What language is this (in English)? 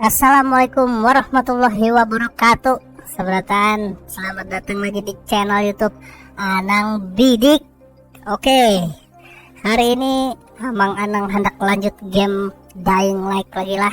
Banjar